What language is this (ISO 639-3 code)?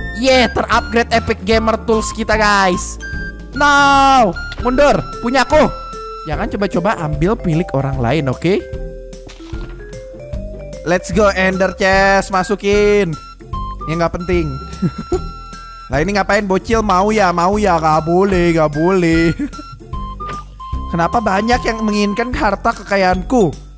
ind